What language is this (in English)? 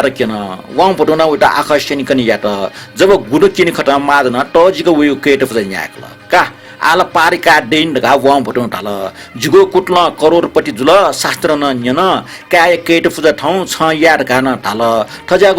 Newari